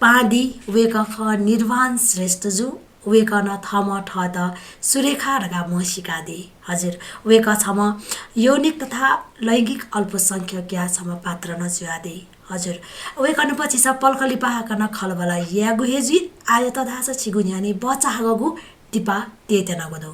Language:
Newari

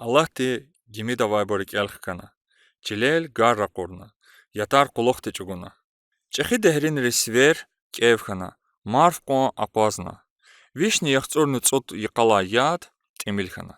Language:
Lezghian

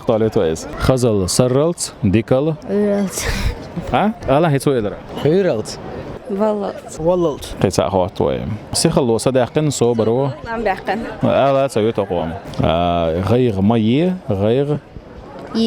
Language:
Chechen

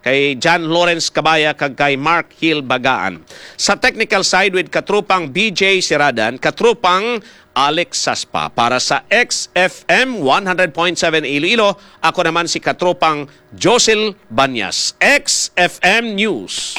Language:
Hiligaynon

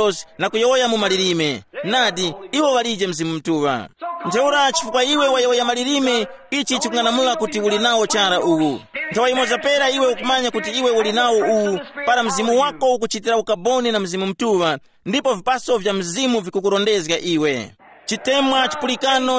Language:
Tumbuka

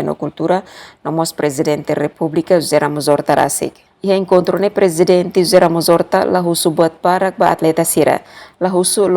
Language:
Tetum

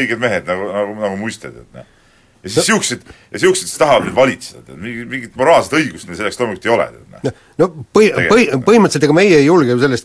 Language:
Estonian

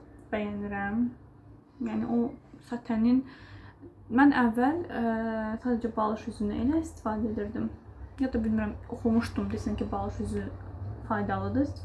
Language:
Azerbaijani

